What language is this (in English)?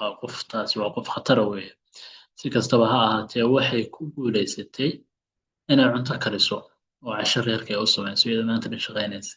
Somali